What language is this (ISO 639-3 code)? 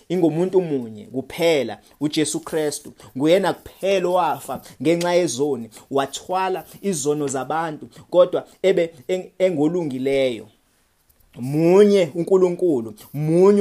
zul